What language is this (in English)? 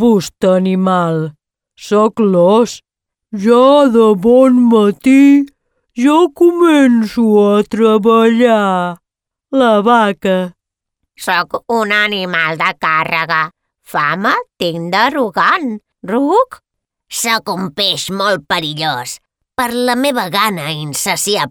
Catalan